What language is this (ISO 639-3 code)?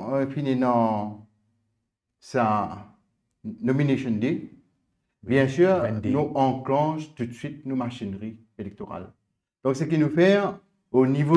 mfe